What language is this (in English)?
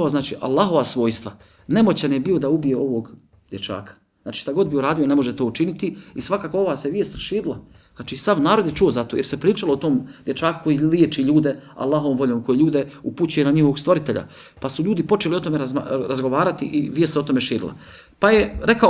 Bosnian